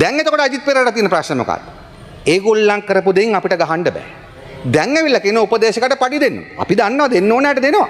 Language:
Sinhala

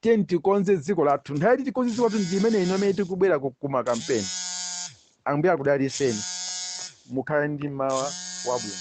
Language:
Nyanja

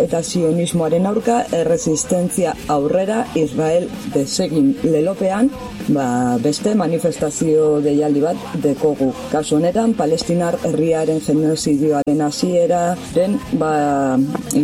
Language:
Basque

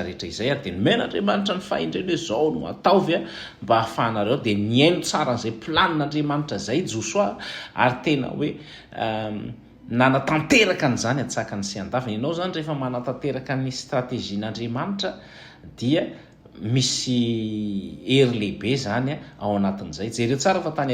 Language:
Malagasy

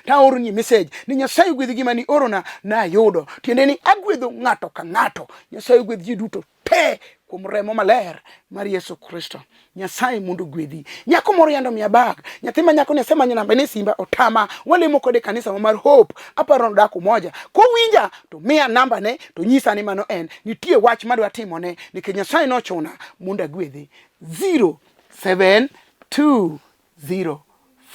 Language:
Luo (Kenya and Tanzania)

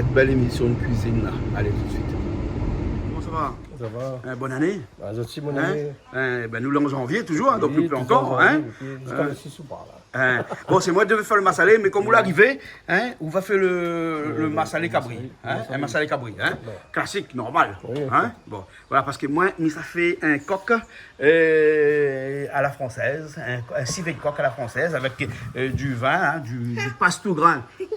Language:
Réunion Creole French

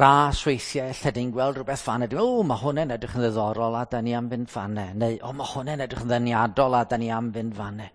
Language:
Welsh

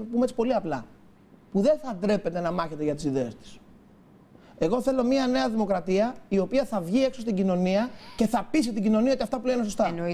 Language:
Greek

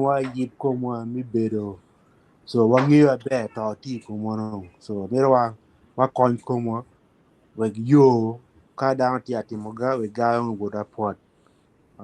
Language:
Acoli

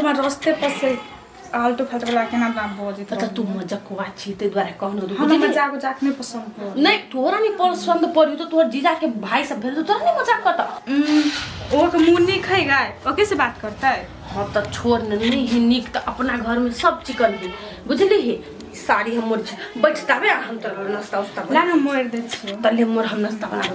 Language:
Maithili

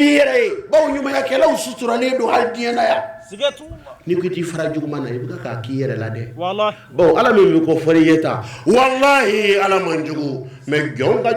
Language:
Bambara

